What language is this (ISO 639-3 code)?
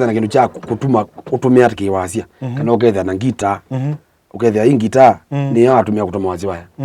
kam